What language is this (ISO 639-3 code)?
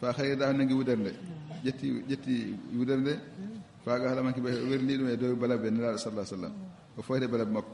ful